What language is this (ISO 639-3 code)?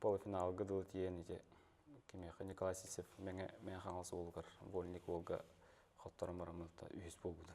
sah